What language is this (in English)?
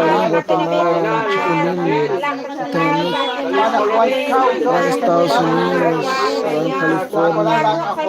Kekchí